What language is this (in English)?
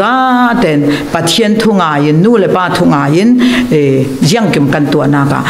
Falam Chin